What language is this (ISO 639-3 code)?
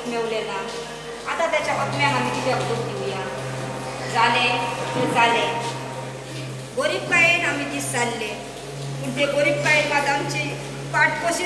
kok